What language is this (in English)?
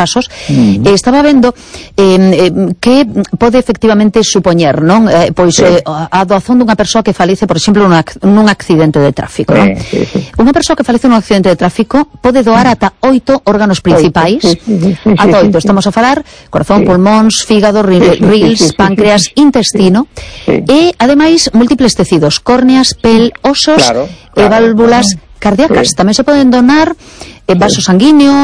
Galician